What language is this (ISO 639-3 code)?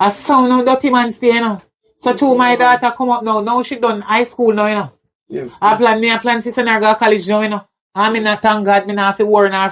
jam